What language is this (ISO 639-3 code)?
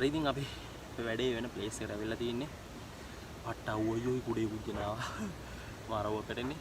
sin